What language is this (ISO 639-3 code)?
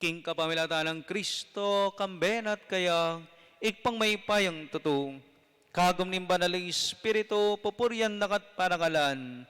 pam